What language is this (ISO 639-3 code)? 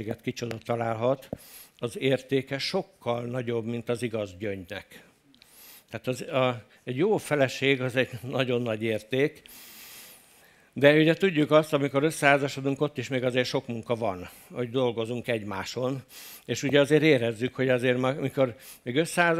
hun